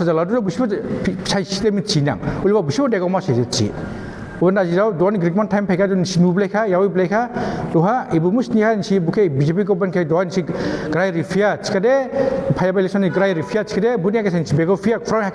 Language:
Dimasa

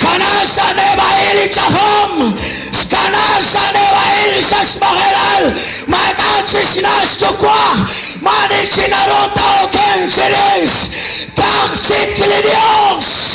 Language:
Kekchí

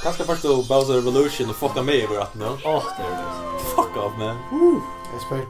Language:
Faroese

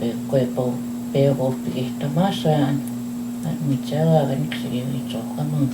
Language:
Plains Cree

